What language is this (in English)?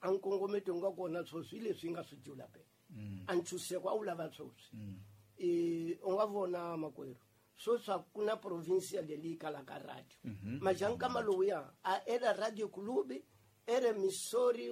Tsonga